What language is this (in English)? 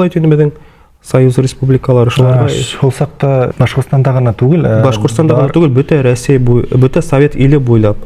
Bashkir